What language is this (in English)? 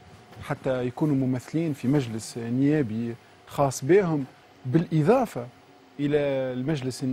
Tunisian Arabic